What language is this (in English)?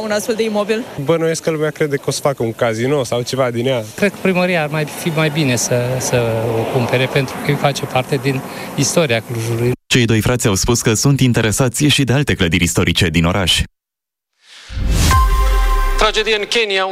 Romanian